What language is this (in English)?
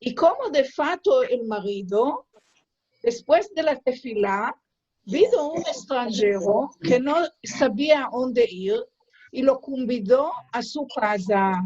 Ladino